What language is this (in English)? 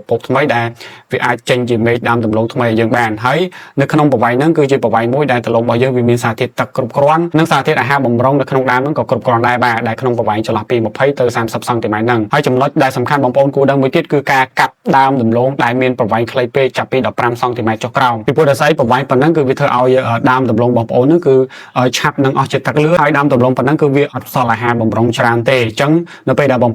Khmer